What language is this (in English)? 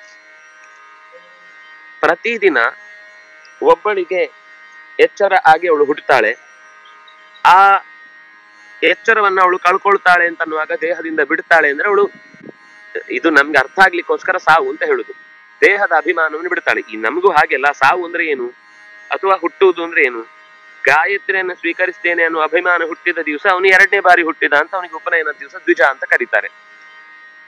Kannada